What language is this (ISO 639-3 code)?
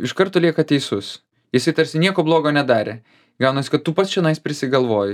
lit